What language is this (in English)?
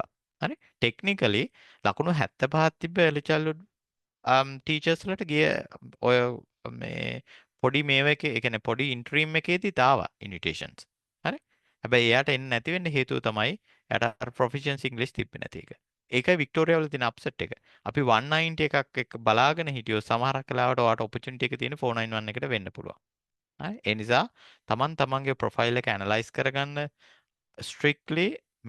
Sinhala